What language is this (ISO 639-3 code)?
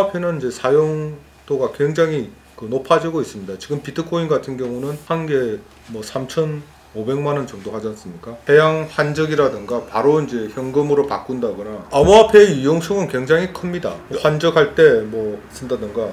kor